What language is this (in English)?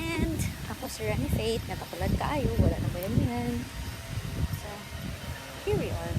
Cebuano